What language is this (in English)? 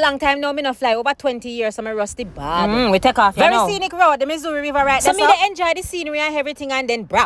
Jamaican Creole English